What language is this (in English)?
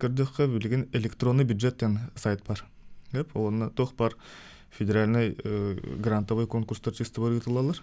Yakut